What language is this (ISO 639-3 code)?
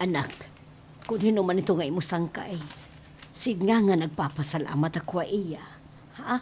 war